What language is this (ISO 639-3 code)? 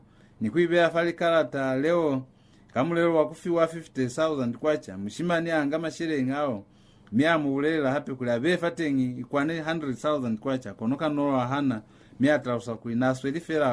loz